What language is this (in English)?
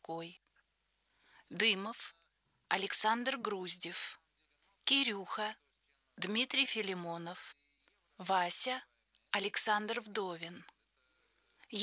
Russian